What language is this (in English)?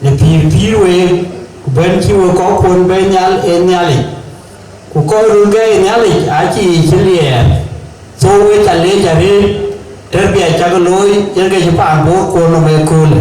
Dinka